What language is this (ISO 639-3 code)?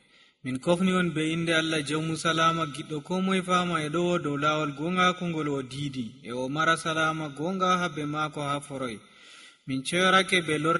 fuv